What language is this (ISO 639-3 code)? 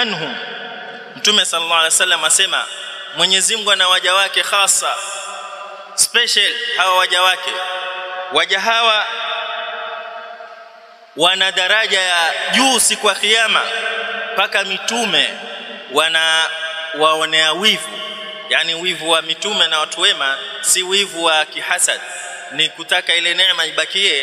swa